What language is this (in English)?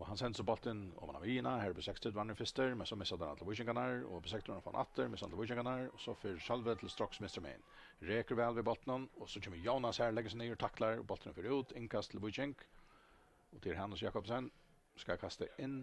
Faroese